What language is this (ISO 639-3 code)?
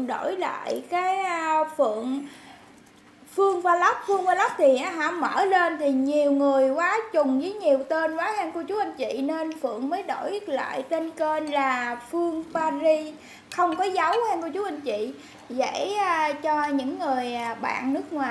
vie